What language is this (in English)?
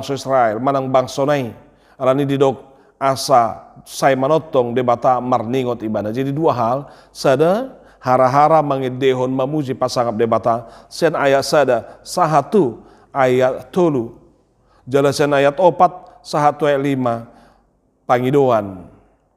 Batak Toba